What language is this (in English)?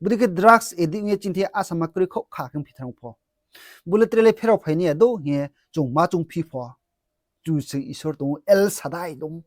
Riang (India)